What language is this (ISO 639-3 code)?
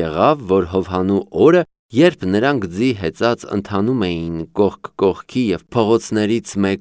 hye